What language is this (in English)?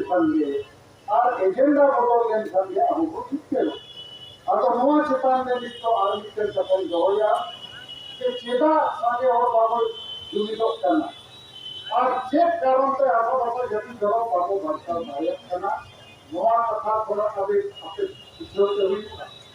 Santali